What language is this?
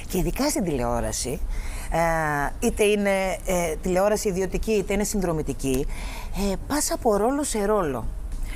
Greek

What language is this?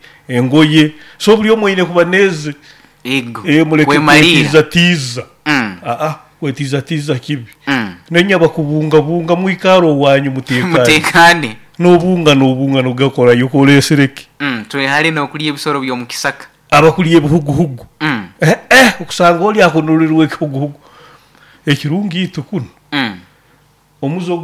Nyoro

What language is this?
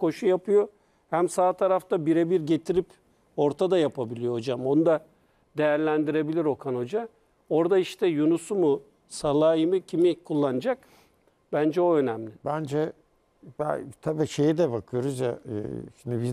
Turkish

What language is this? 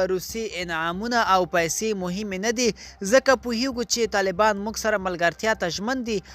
Pashto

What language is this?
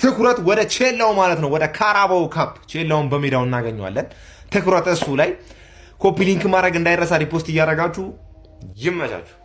Amharic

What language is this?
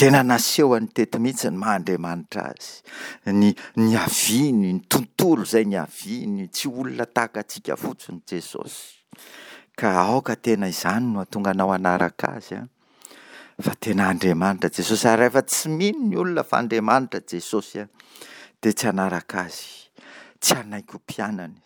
Malagasy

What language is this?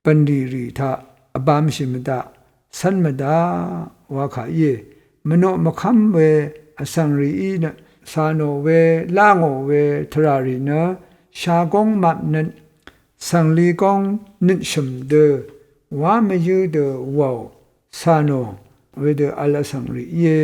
Rawang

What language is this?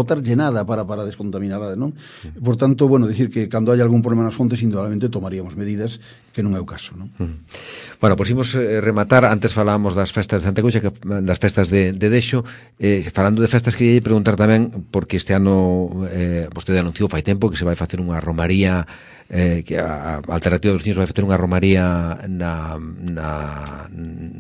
Galician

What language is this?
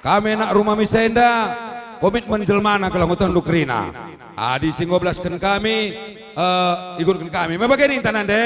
Batak Karo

